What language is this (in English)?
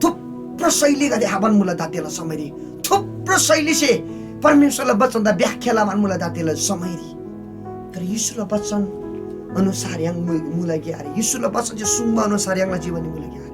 Eastern Tamang